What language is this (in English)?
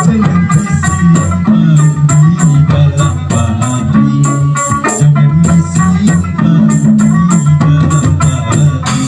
Banjar